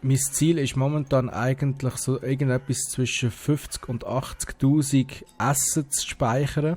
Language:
Swiss German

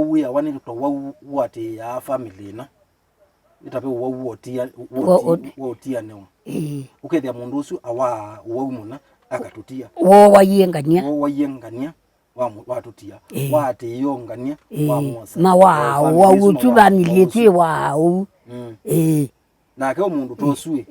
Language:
Kamba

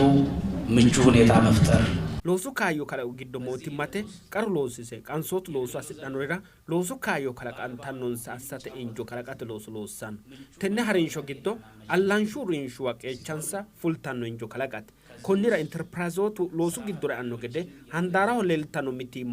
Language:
Sidamo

